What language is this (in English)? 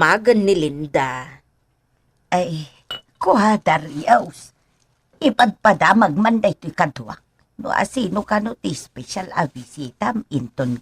Iloko